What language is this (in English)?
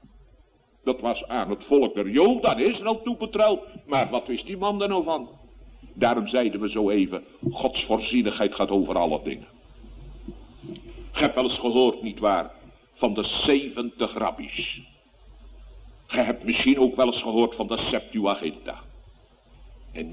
Dutch